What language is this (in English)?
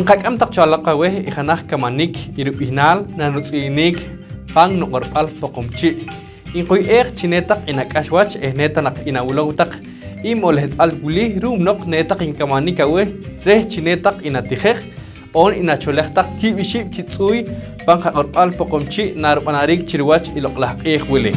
Poqomchi'